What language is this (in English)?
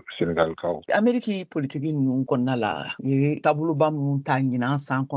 Bambara